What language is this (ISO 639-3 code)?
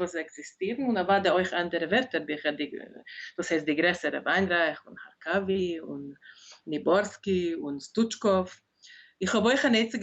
yid